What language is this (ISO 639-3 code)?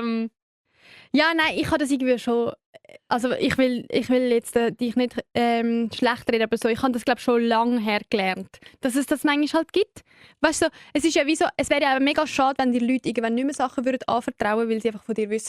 gsw